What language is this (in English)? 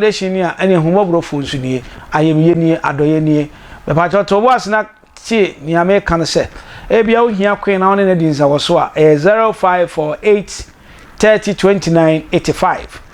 Akan